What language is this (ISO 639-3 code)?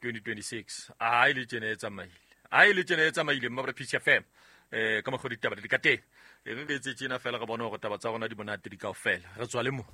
sot